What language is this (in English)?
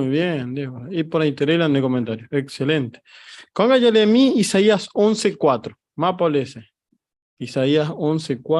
Guarani